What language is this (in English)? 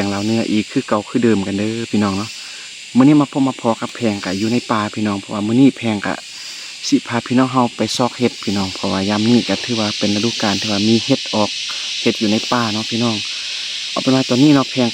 Lao